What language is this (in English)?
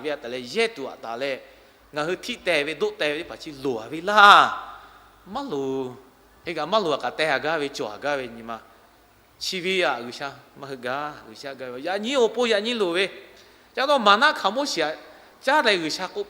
Lahu